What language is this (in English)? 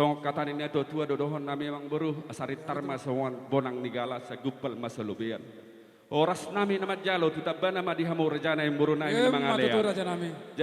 Batak Toba